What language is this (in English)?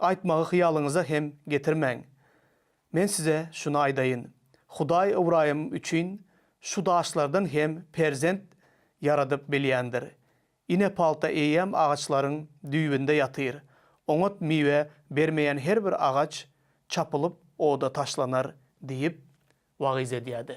Turkmen